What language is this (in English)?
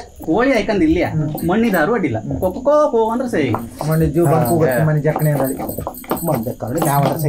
Kannada